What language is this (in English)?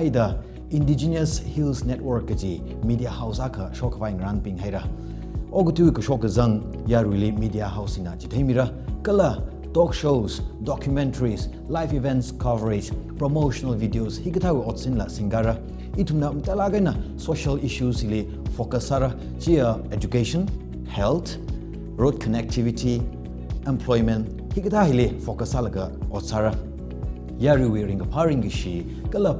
Tangkhul Naga (India)